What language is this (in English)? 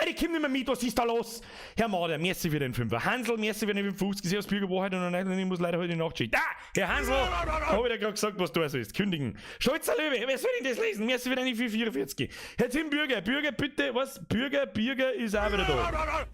Bavarian